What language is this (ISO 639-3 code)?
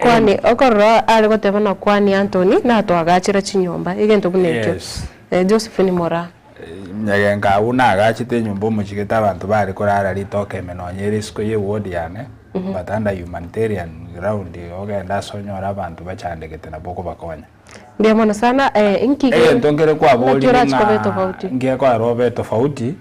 guz